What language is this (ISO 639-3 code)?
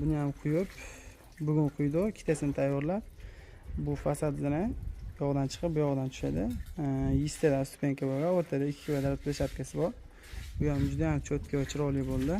uzb